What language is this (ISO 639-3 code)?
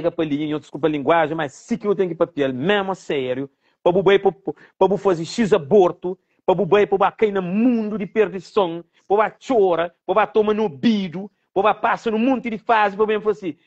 kea